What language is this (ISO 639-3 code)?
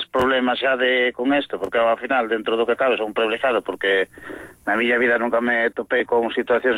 glg